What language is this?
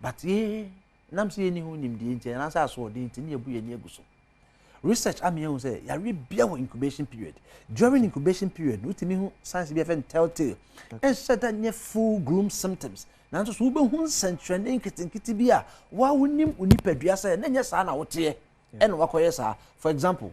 Akan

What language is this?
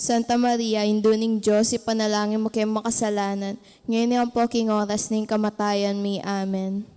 Pampanga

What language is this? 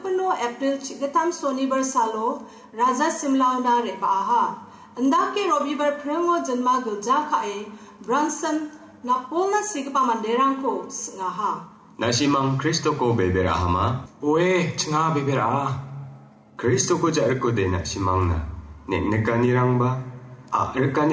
Garo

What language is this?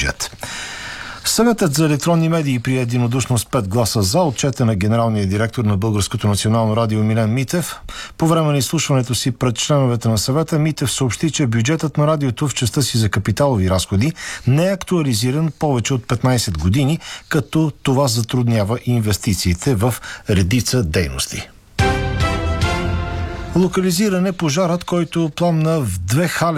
Bulgarian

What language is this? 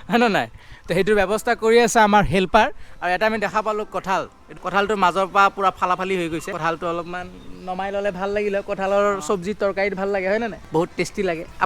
Assamese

